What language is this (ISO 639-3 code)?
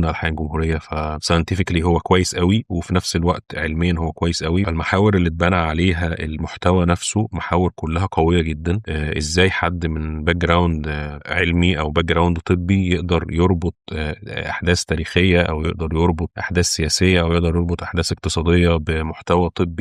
arz